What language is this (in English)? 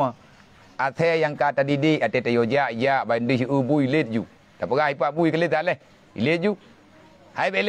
Achinese